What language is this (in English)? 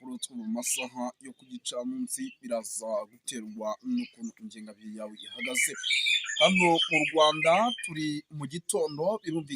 Kinyarwanda